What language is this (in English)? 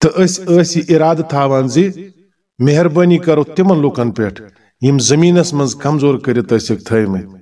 Kashmiri